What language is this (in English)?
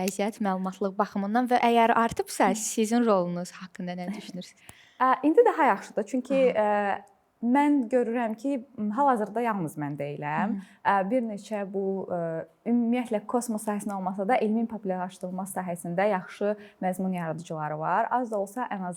Azerbaijani